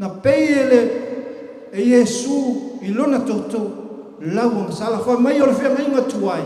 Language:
Samoan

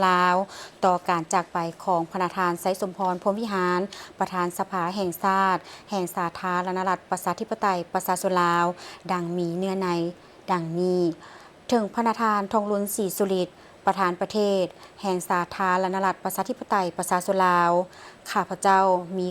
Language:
Lao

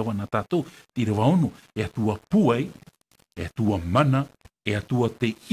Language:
Tahitian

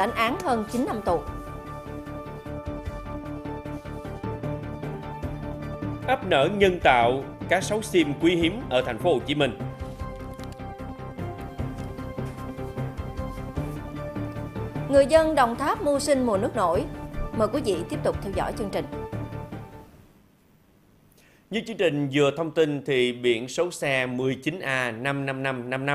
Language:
Vietnamese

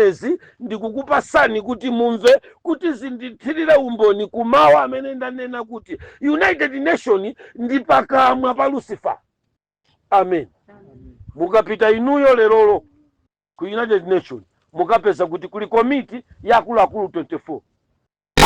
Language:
Nyanja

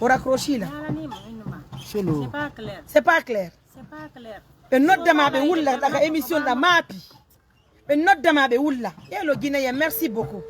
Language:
Pular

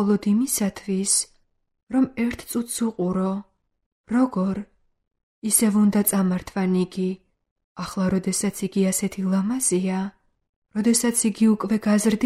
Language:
Georgian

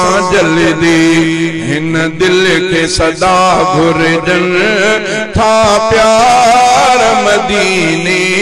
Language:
Sindhi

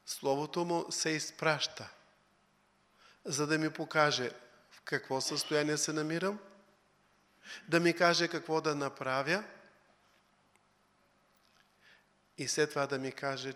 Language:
Bulgarian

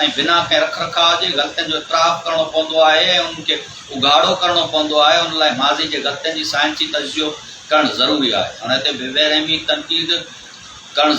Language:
Sindhi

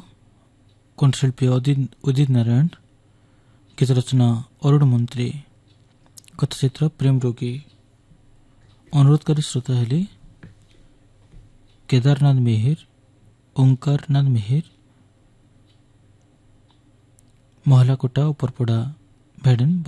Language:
Odia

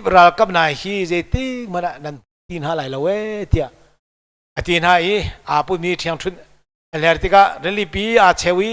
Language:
Hakha Chin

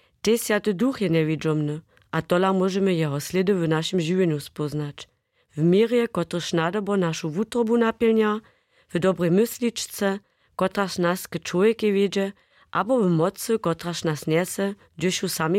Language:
Upper Sorbian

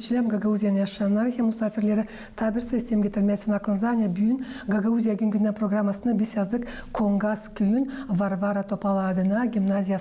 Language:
Gagauz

